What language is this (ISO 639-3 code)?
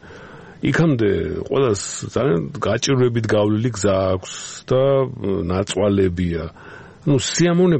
kat